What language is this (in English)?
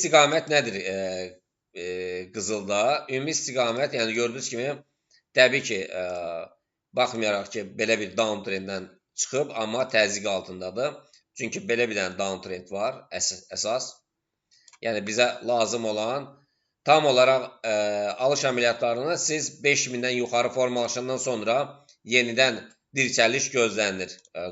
Azerbaijani